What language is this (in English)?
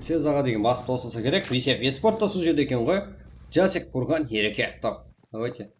Kara-Kalpak